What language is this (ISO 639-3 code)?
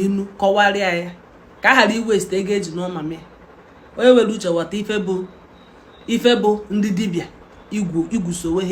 ibo